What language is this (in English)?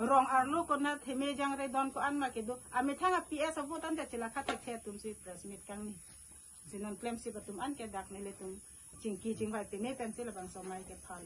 Karbi